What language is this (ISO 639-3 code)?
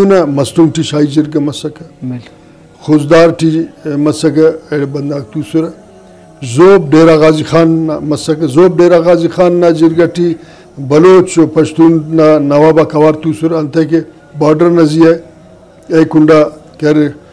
brh